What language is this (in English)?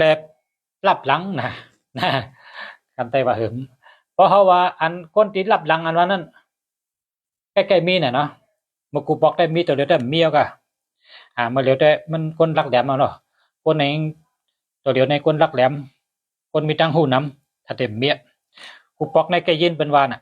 Shan